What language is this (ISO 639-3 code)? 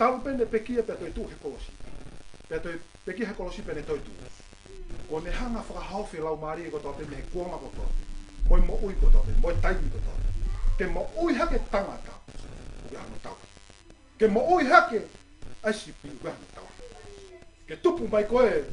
ton